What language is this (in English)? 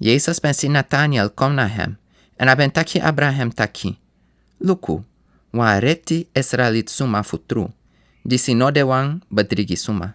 Sranan Tongo